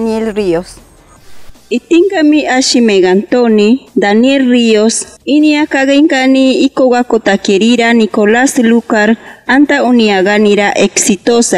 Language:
Machiguenga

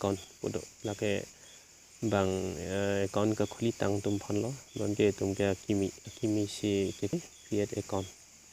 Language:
Karbi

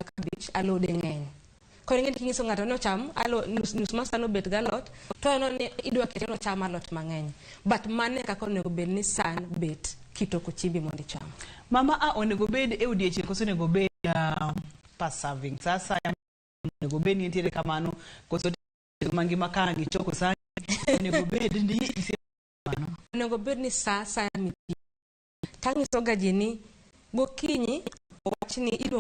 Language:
Luo (Kenya and Tanzania)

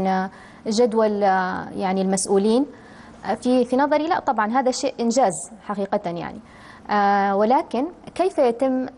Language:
Arabic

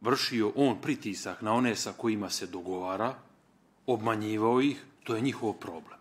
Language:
Bosnian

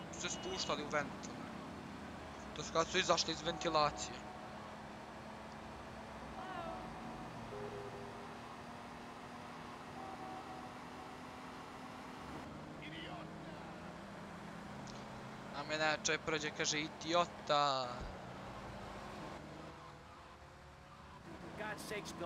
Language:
Croatian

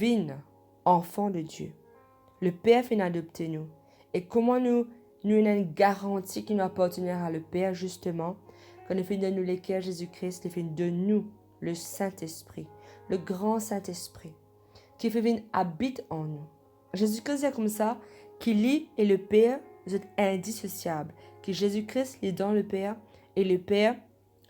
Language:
Morisyen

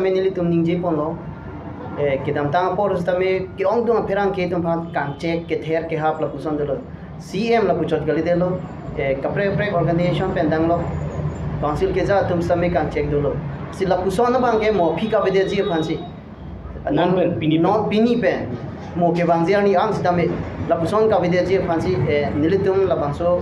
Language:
Karbi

